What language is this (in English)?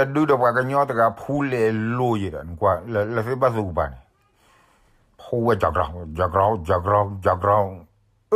S'gaw Karen